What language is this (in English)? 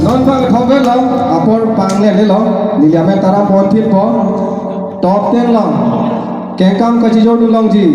Karbi